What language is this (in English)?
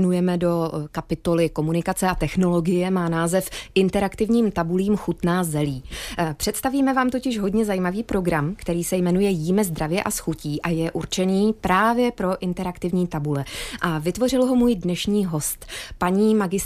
Czech